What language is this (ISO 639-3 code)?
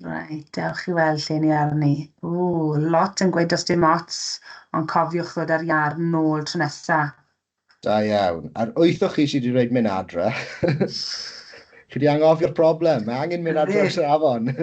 cym